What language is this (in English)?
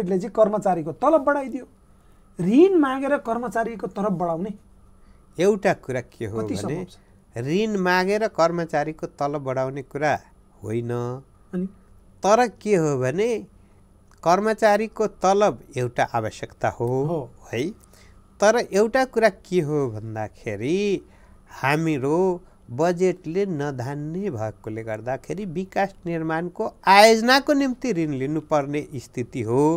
Nepali